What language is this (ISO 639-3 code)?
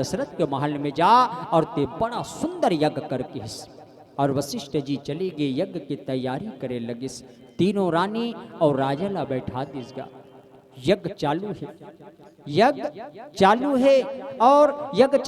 hne